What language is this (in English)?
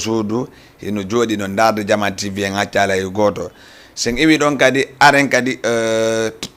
Fula